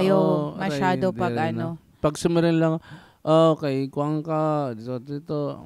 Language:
Waray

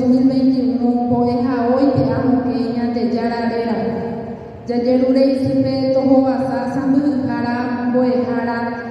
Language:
Guarani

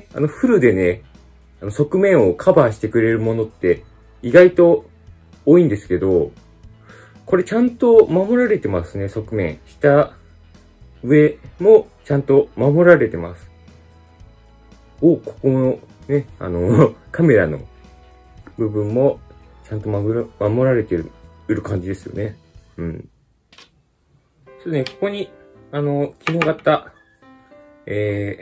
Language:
Japanese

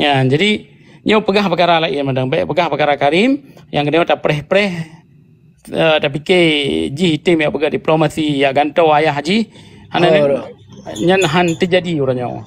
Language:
Achinese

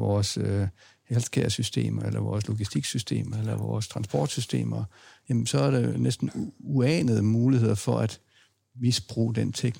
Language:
Danish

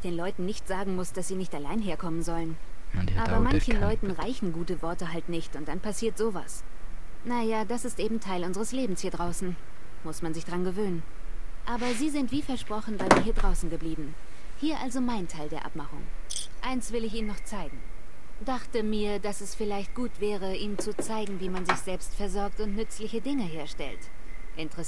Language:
Swiss German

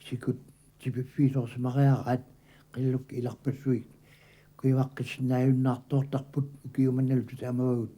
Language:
Kalaallisut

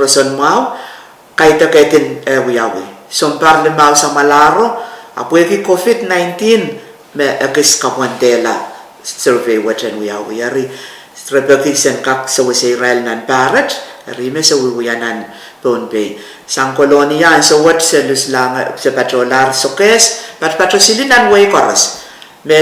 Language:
Pohnpeian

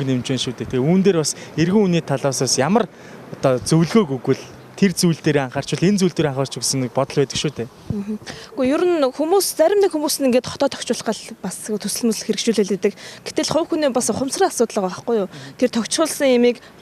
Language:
Mongolian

